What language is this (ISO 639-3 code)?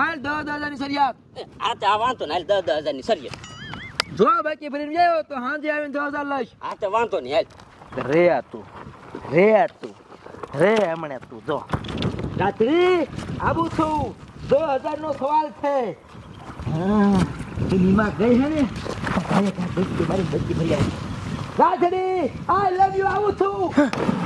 guj